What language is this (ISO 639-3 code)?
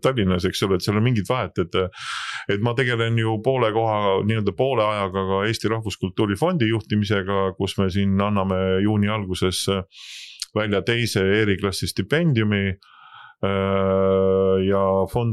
est